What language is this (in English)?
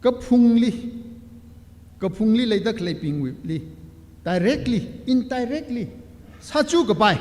Tangkhul Naga (India)